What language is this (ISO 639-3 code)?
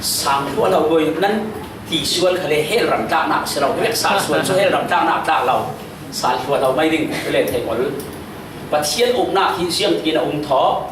cfm